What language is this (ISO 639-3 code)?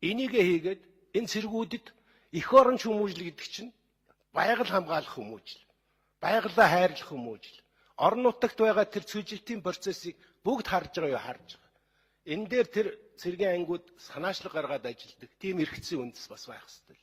mon